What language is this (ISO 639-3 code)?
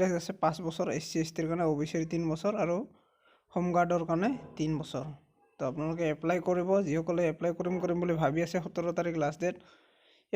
asm